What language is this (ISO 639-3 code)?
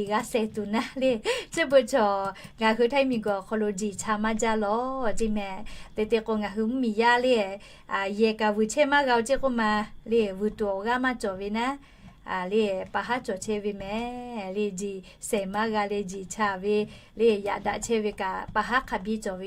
lhu